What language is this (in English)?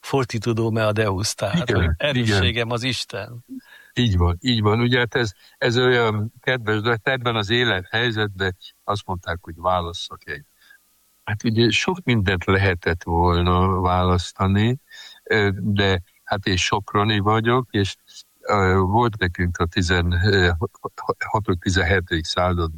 Hungarian